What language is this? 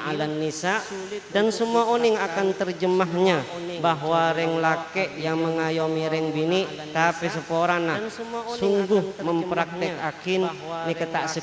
Madurese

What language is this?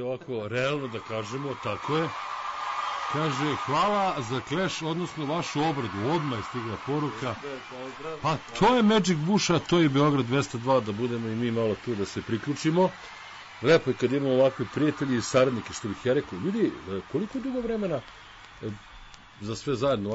Serbian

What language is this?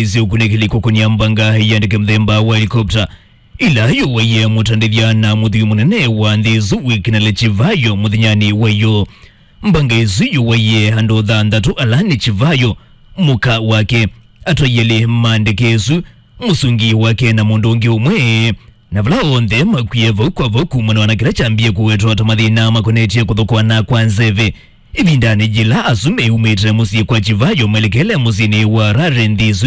Kamba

